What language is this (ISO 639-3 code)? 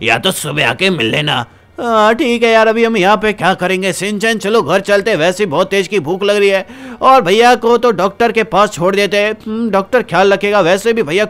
hin